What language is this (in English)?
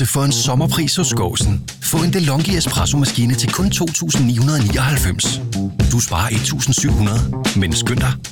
Danish